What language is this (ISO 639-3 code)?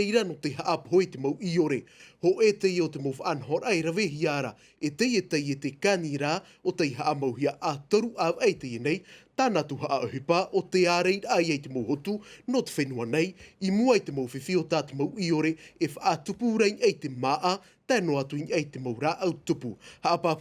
tah